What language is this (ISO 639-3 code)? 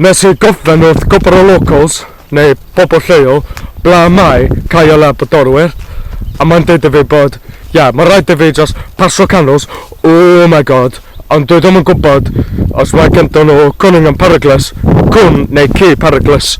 cym